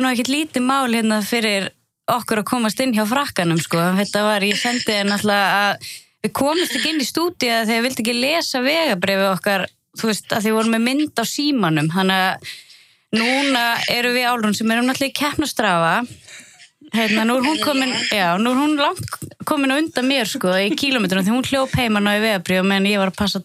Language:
Icelandic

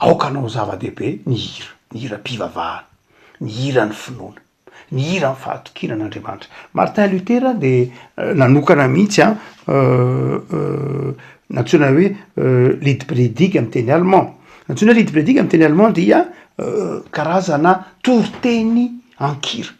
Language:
Malagasy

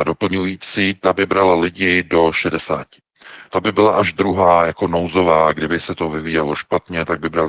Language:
Czech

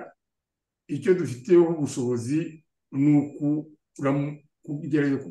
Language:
Kinyarwanda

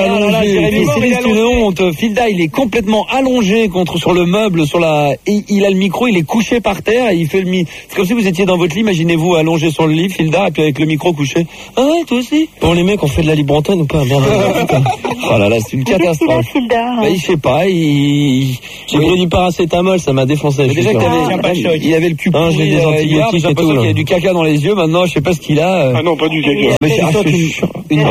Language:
French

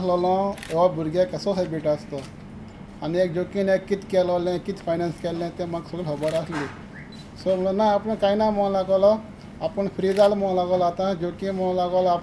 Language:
Konkani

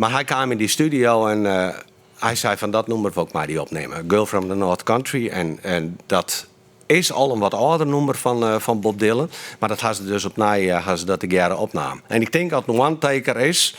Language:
Western Frisian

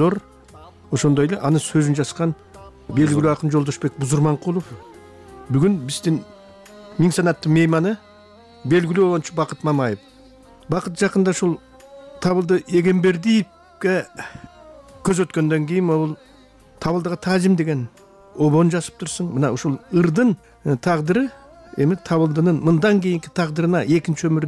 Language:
Kyrgyz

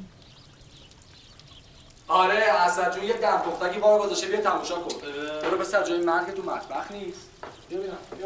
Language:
Persian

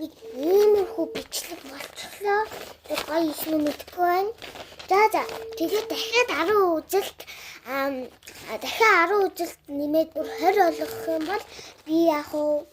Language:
Mongolian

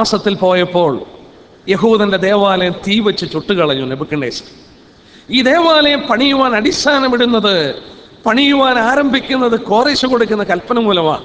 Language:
Malayalam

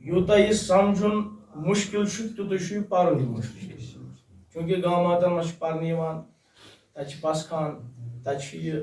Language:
Kashmiri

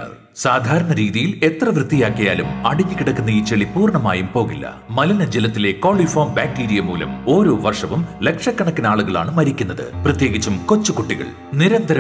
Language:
Malayalam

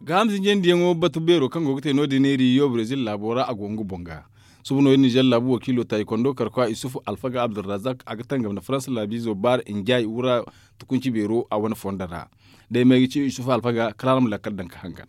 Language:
Zarma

